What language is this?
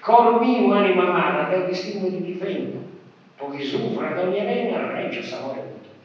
Sardinian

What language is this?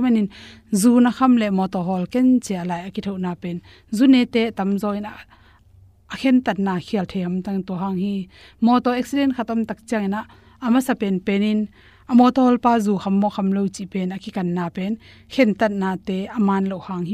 Tedim Chin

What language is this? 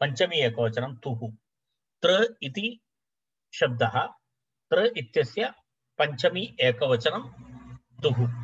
Sanskrit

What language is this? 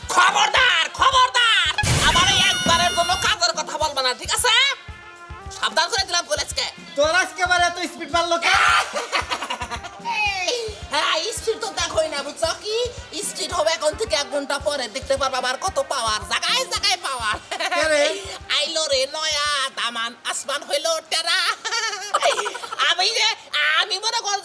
Bangla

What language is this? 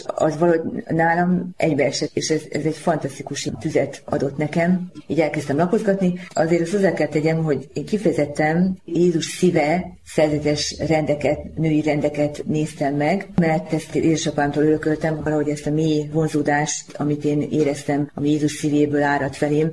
Hungarian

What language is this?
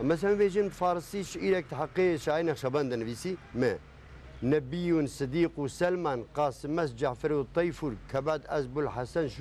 Kurdish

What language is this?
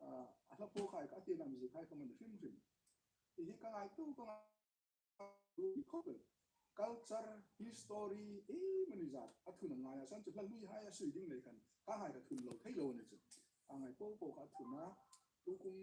Hmar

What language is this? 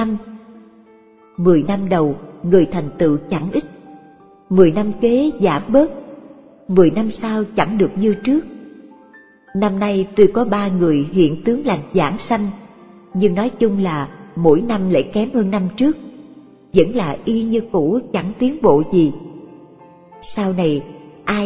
Vietnamese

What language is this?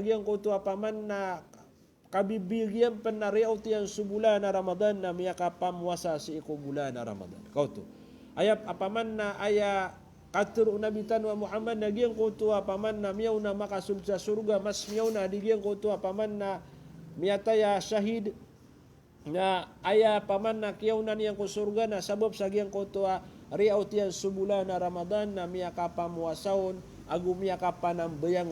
Maranao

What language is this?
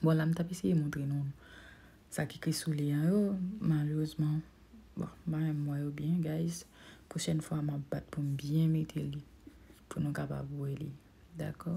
Haitian Creole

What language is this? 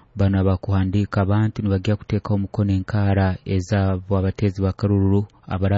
Nyoro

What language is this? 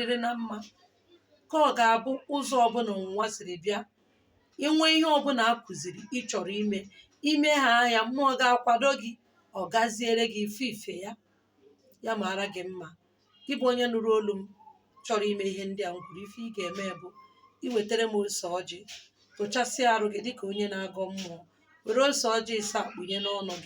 Igbo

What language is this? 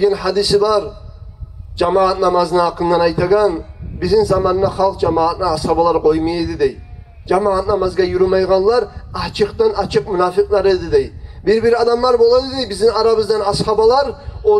Kumyk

